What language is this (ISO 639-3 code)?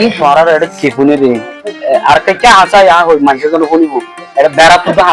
rhg